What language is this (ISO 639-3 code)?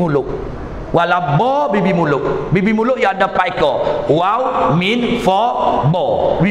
mfa